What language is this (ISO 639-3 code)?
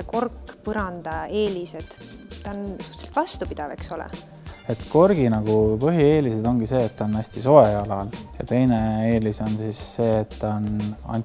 est